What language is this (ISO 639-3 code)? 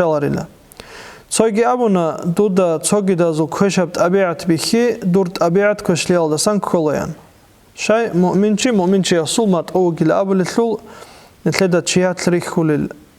ava